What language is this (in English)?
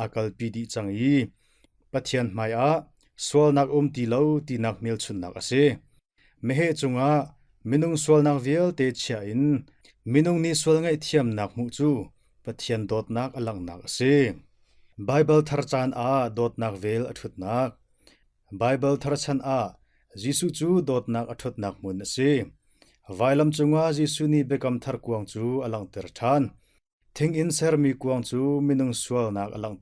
Hakha Chin